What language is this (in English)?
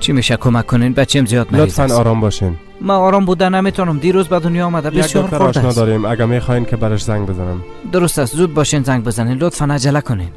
Persian